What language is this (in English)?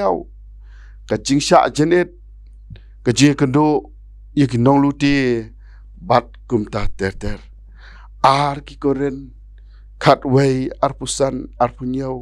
Khasi